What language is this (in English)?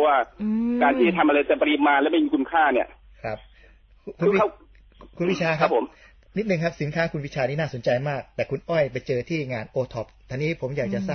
Thai